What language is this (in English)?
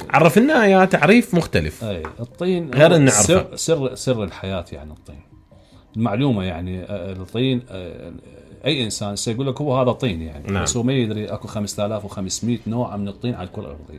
Mesopotamian Arabic